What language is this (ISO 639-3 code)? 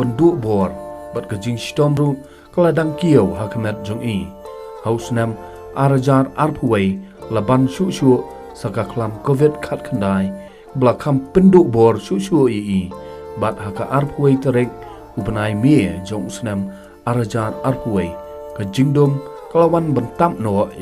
kha